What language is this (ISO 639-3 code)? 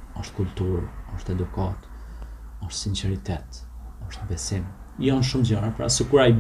sqi